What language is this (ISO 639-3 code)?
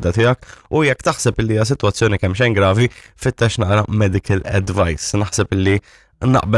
mlt